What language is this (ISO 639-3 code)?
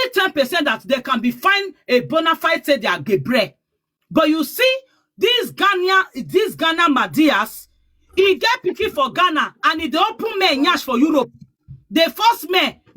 pcm